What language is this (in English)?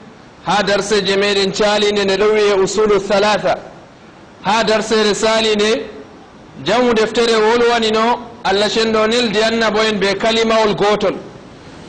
Fula